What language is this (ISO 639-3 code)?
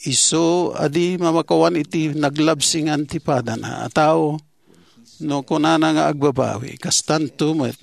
ilo